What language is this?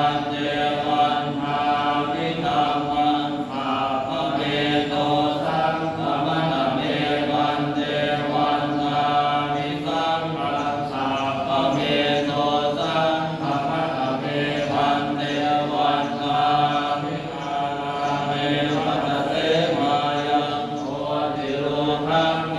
Pali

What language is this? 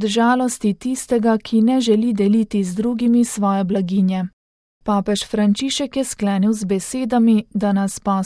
Slovenian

